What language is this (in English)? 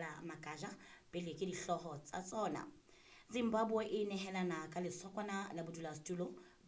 Southern Sotho